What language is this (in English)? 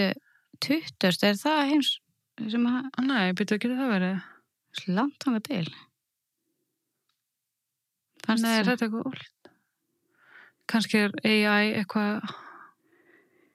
Icelandic